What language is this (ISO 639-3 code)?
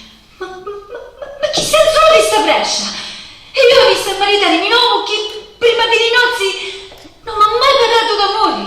scn